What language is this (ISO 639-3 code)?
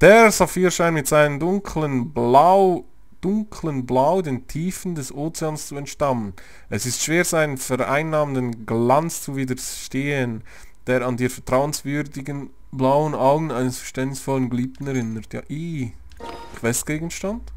gsw